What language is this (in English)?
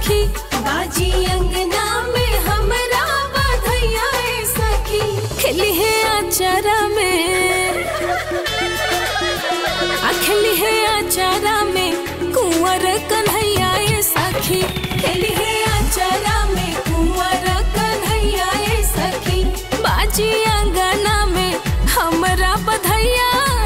Bhojpuri